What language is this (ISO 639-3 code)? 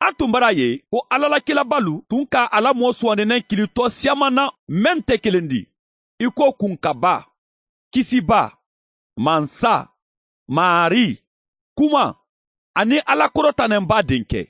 bam